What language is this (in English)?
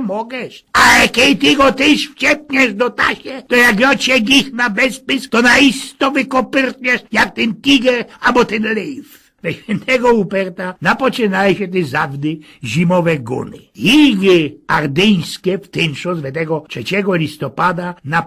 Silesian